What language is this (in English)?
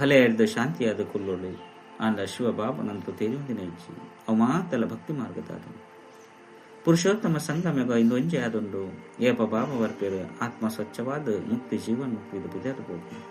Tulu